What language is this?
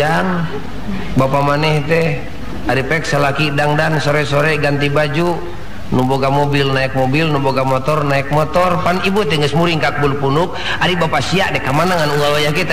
Sundanese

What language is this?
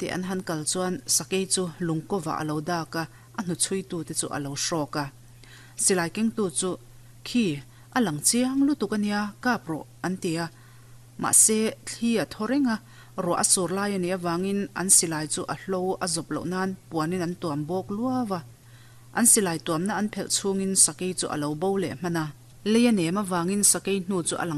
Mizo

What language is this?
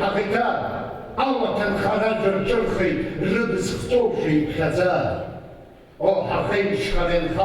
Abkhazian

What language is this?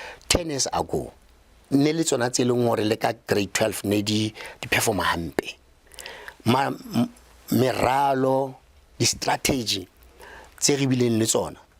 Southern Sotho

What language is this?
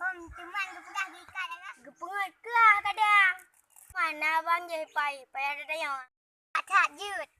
Achinese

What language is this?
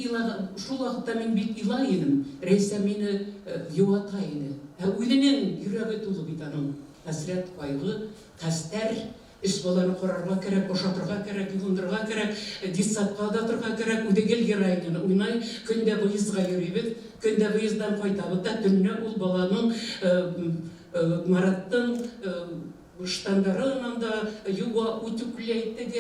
Bashkir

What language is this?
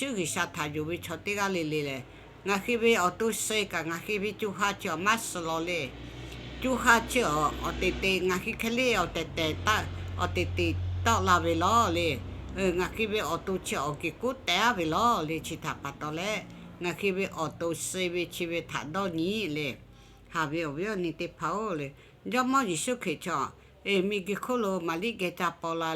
Lahu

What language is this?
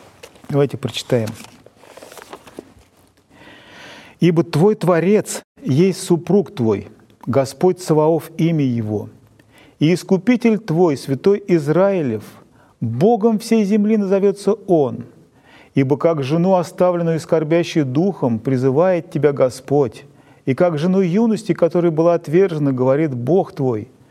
Russian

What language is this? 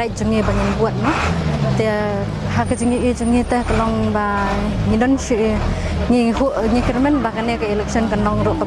Khasi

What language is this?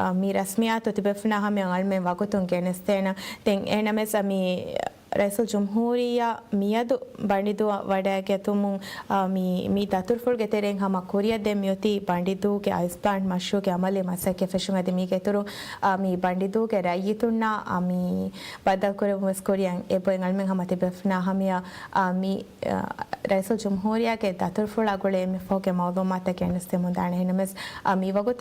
Divehi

